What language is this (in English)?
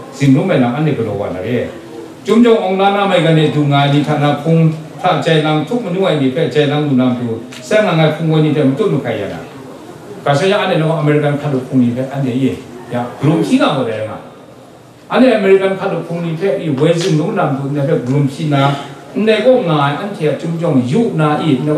Kachin